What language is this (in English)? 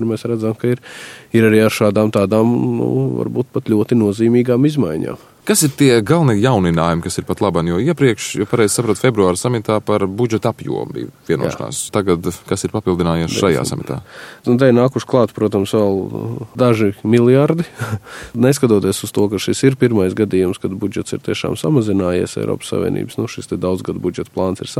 Latvian